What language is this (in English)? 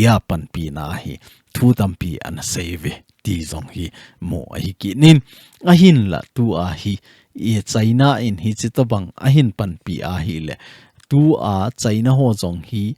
Thado Chin